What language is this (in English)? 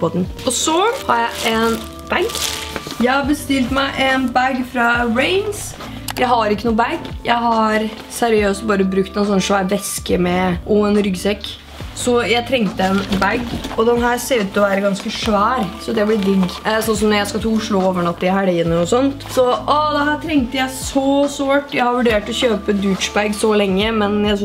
Norwegian